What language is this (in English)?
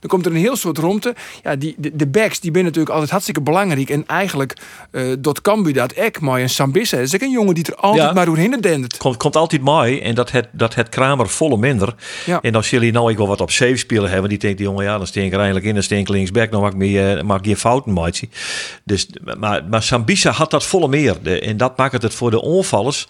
Western Frisian